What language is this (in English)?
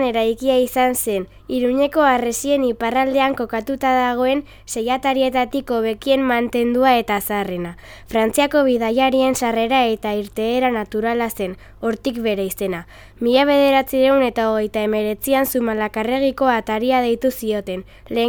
Basque